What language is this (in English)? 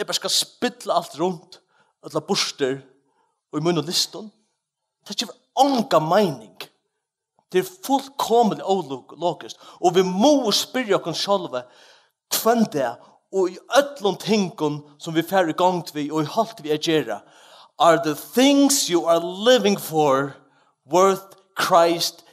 Faroese